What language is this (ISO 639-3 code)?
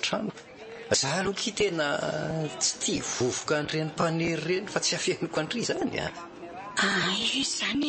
mlg